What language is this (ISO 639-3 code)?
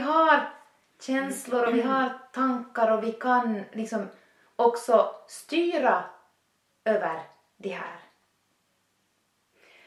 swe